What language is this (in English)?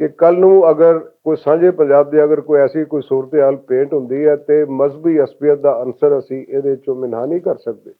Western Panjabi